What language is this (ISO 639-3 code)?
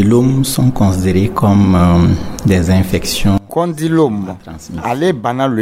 dyu